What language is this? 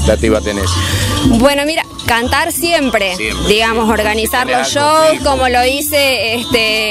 Spanish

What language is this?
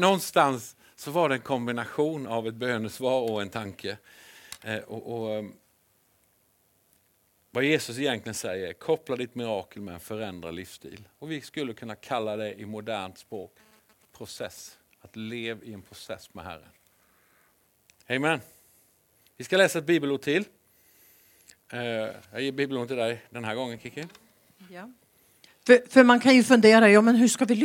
Swedish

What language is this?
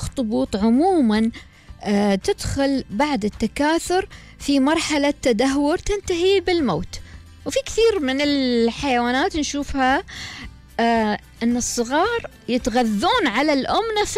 Gulf Arabic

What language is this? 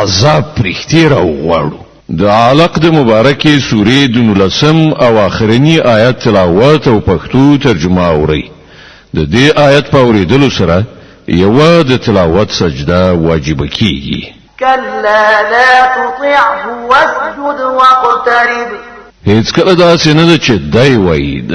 Pashto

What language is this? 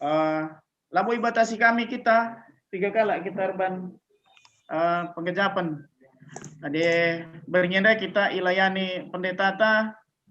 Batak Karo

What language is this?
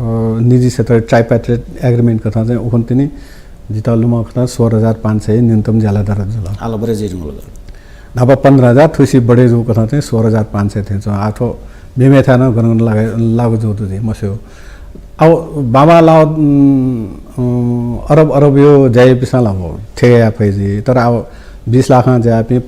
Newari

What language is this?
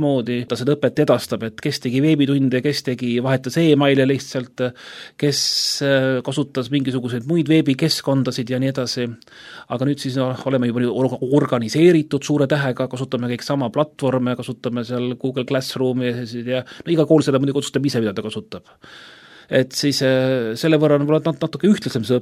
Estonian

